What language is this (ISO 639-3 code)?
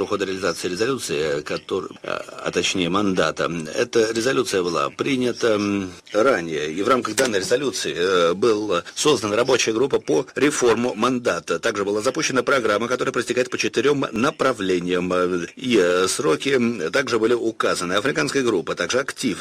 rus